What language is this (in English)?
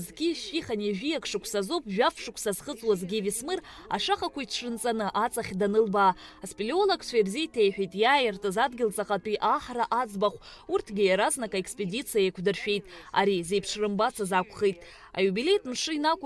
Abkhazian